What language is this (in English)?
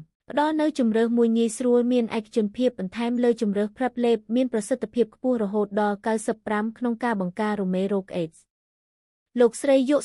Khmer